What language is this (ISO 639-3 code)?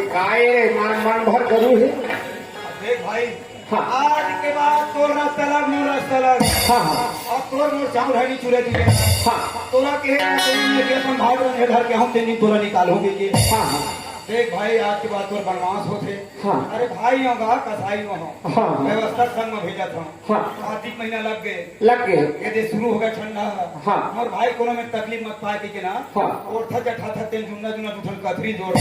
hne